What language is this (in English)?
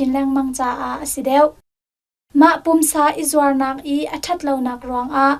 Hakha Chin